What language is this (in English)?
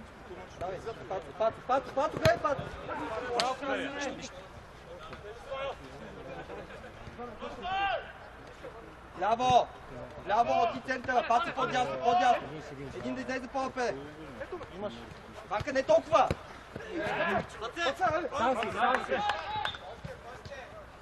Bulgarian